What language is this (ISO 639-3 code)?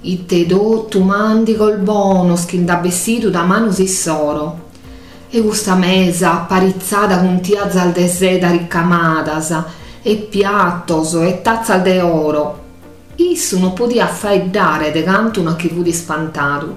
srd